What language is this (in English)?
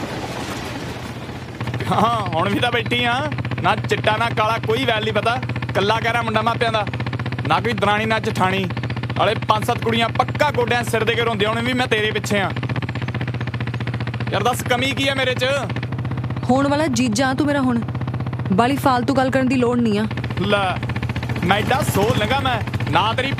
Punjabi